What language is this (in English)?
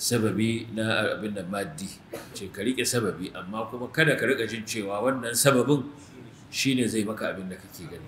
Hausa